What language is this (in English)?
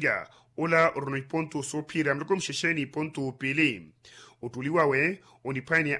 Makhuwa